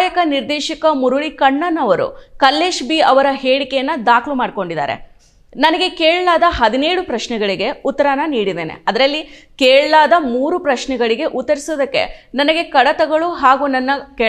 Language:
Kannada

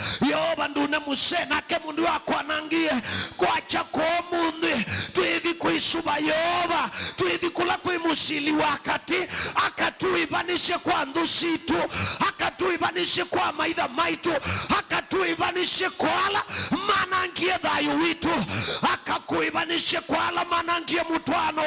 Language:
Kamba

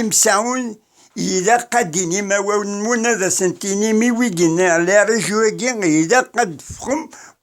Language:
Kabyle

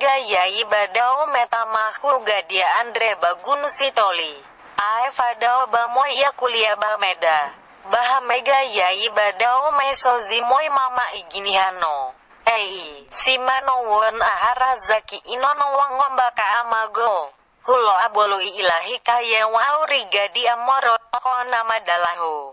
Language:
Nias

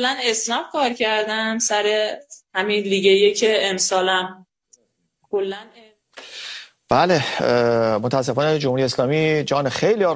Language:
Persian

